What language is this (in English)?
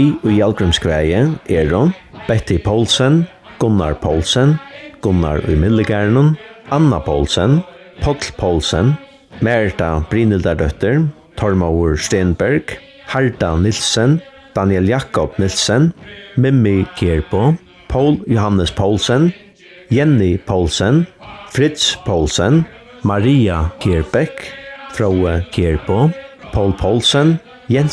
Faroese